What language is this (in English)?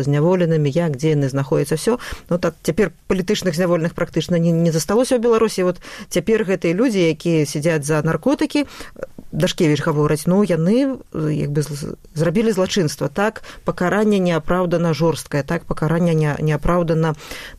Belarusian